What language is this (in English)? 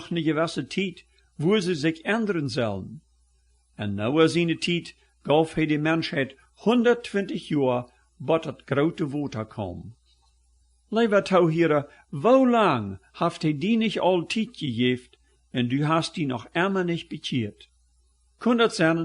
Plautdietsch